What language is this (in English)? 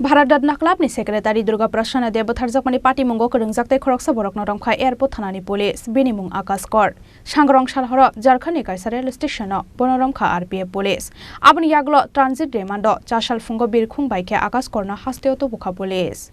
Kok Borok